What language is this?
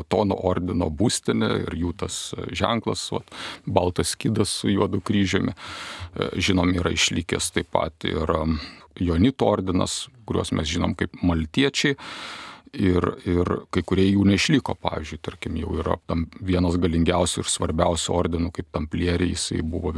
Lithuanian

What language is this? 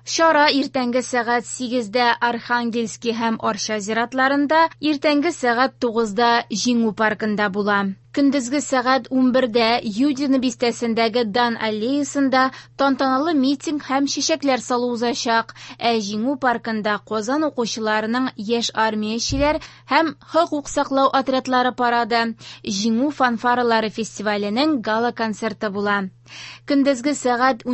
Tatar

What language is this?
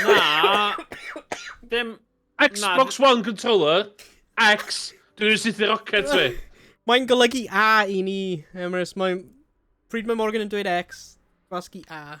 Welsh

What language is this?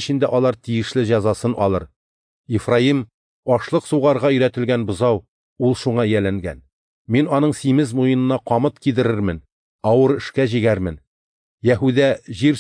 Tatar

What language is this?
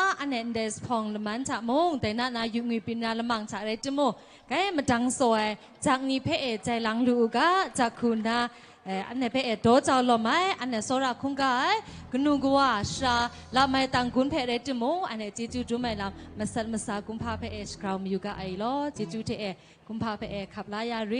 Kachin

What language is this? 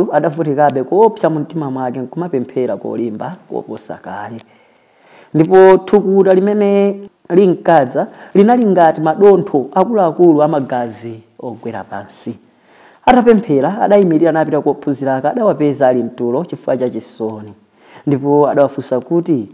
Nyanja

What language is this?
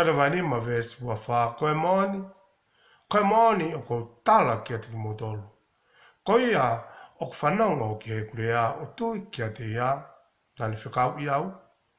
Tongan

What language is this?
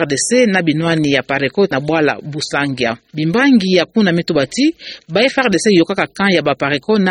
Kituba (Democratic Republic of Congo)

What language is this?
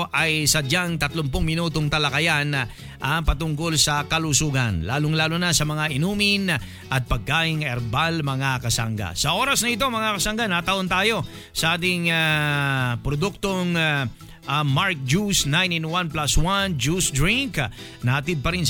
Filipino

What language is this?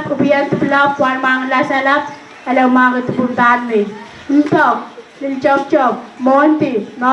Pohnpeian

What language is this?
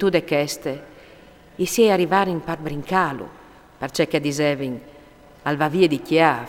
Friulian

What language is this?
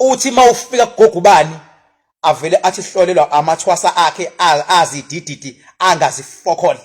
Zulu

